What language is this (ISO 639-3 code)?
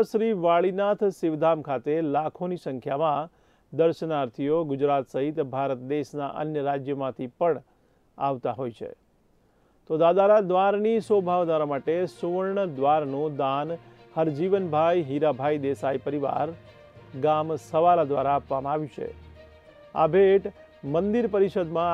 guj